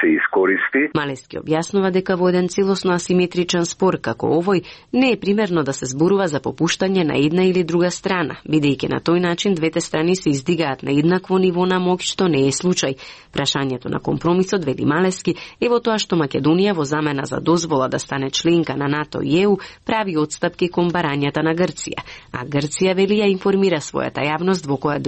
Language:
Macedonian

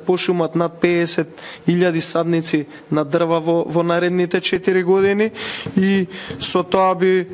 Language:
Macedonian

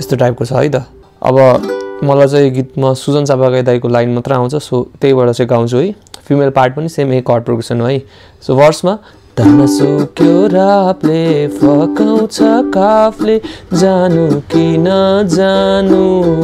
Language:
Nepali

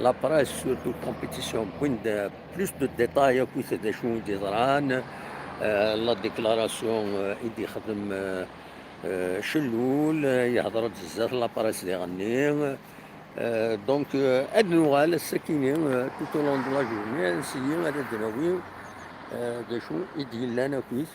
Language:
Kabyle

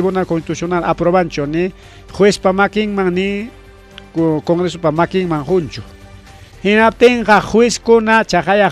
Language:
Ayacucho Quechua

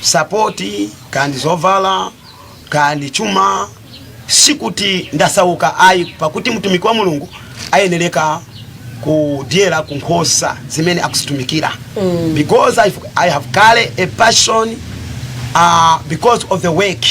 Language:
Nyanja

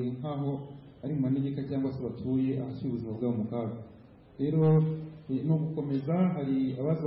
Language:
Kinyarwanda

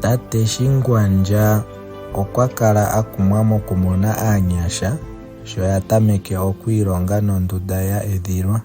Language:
Ndonga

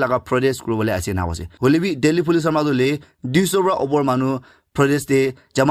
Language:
Naga Pidgin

